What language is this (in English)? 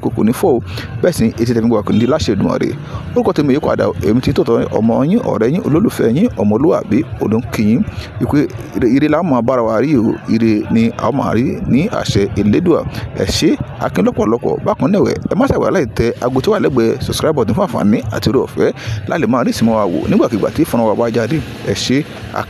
Yoruba